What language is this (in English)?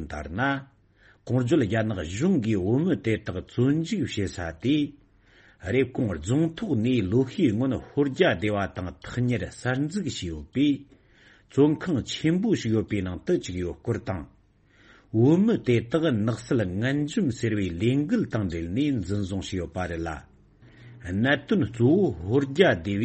Tibetan